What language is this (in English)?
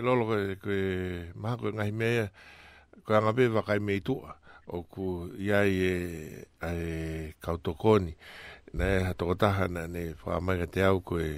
Tongan